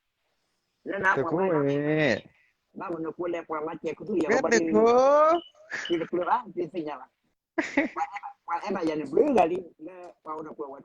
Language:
S'gaw Karen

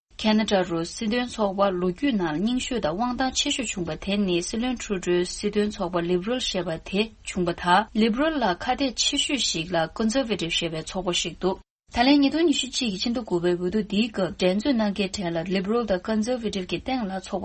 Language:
Tibetan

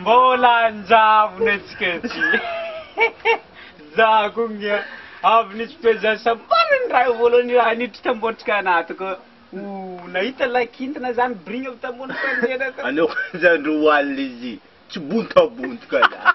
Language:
Malagasy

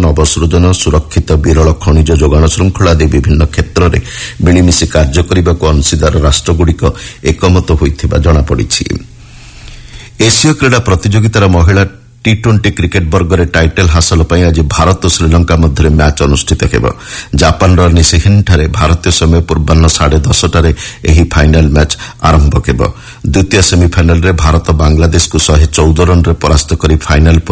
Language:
Odia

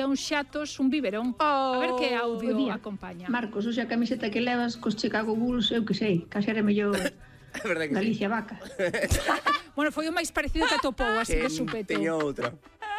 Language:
Galician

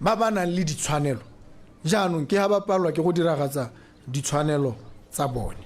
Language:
Tswana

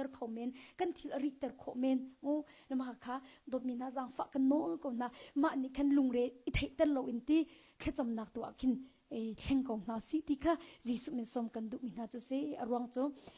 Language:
Hakha Chin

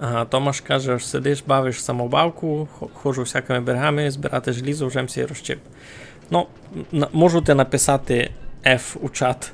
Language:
Rusyn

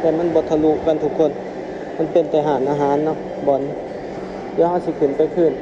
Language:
Lao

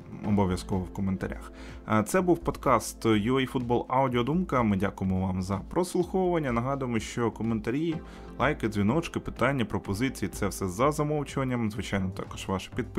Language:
Ukrainian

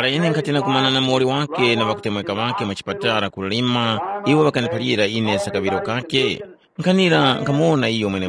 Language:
Tumbuka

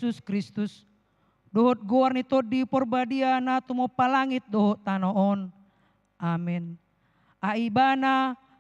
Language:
Batak Toba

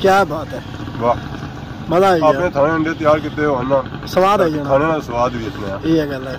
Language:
Pahari-Potwari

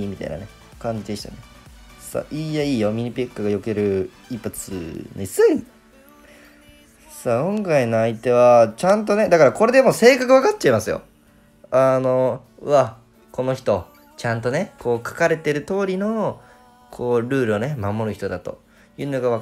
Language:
Japanese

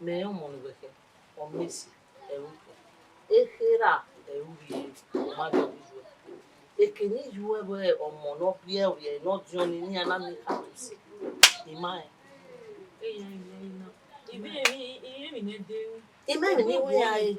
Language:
Bini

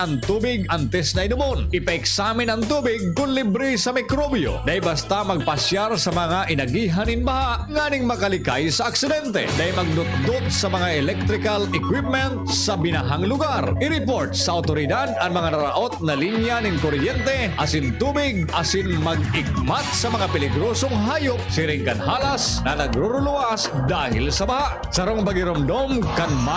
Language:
Bikol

